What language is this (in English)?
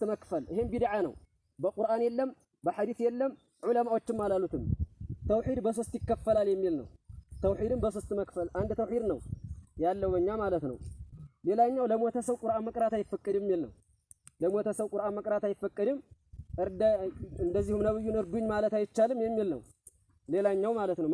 Amharic